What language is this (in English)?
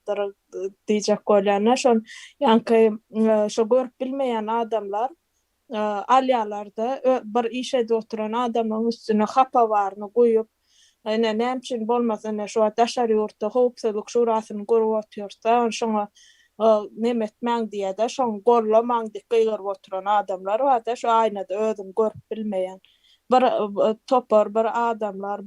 Turkmen